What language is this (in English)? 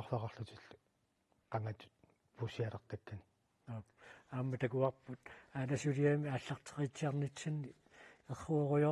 Kalaallisut